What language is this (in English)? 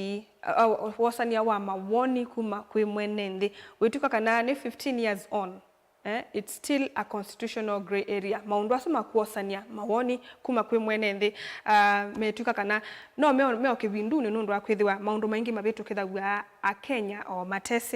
Kamba